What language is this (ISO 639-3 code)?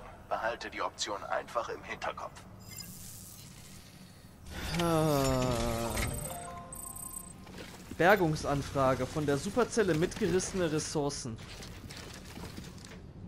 deu